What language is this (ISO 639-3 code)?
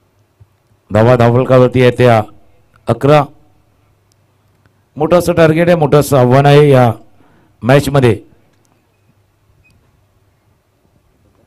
mar